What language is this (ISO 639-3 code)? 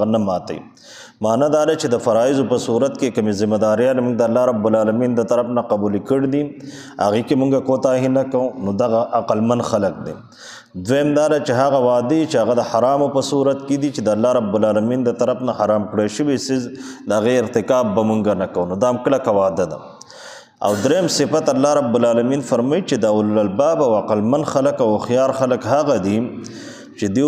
pus